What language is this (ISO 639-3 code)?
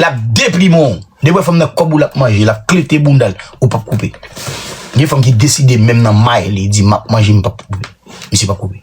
hat